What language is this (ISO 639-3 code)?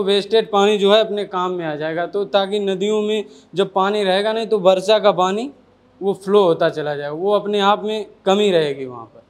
hin